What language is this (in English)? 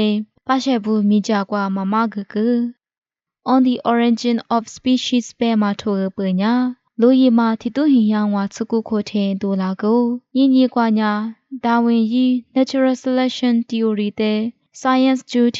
Lisu